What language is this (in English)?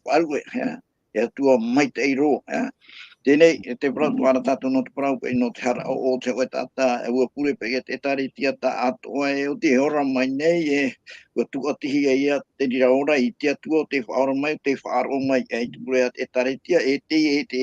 Tahitian